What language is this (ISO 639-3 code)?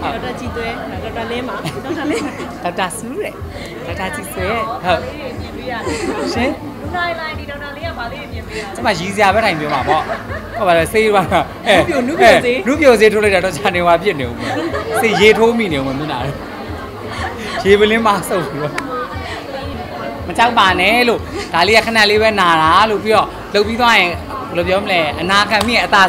mya